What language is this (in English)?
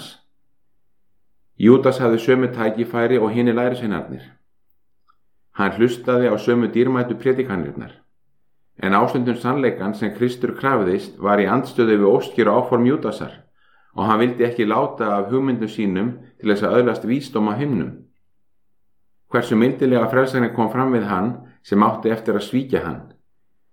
Icelandic